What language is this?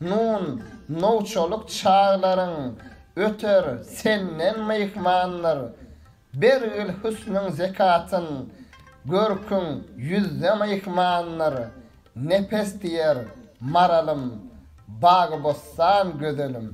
Turkmen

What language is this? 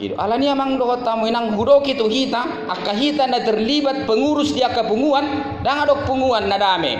Batak Toba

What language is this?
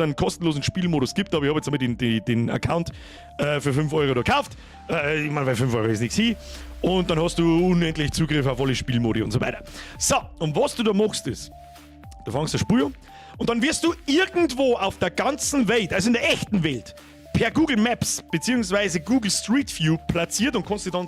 Bavarian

